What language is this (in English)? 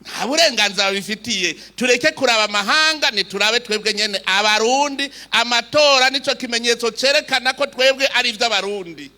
Rundi